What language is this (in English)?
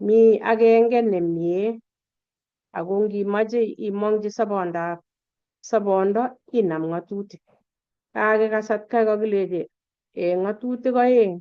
Kalenjin